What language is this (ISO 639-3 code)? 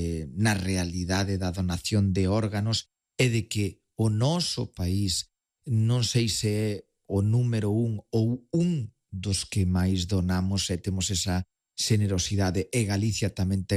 glg